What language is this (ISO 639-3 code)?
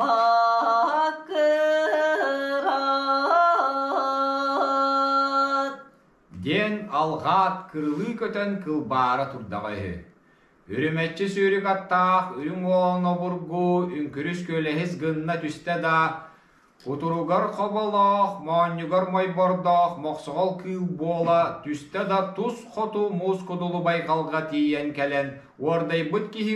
sah